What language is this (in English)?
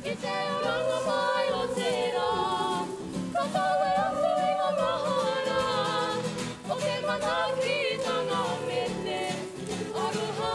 Māori